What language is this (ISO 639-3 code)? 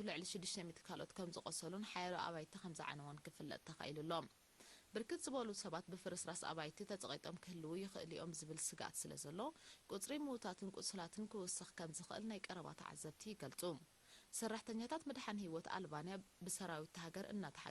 tir